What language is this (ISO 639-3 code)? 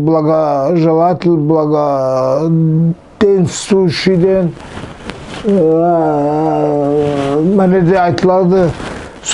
nog